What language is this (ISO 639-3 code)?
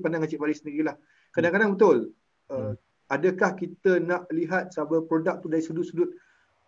msa